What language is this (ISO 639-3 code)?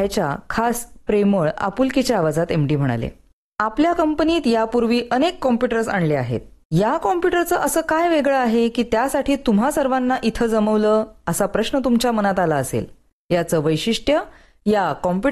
mar